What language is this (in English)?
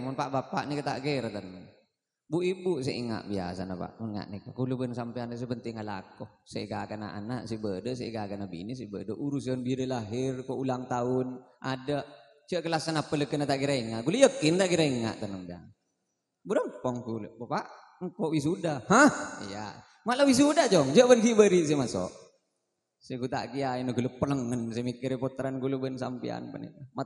Madurese